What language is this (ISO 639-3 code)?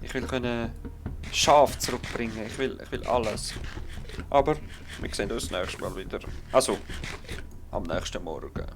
gsw